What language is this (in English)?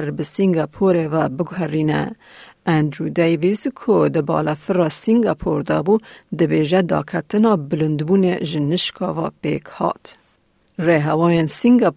Kurdish